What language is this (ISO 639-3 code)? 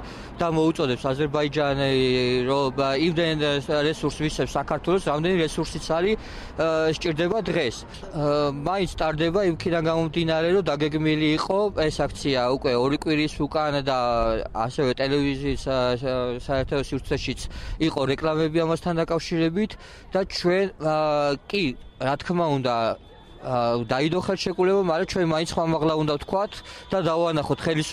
kat